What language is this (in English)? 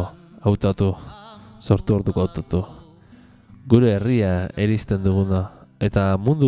Basque